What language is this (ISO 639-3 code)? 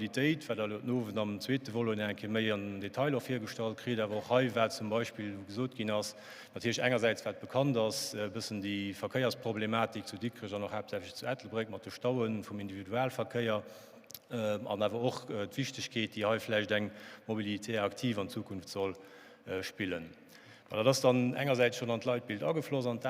ltz